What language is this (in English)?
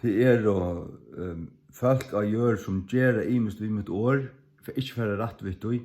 Faroese